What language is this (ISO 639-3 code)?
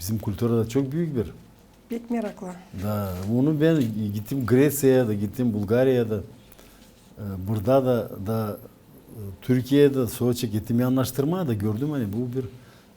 gag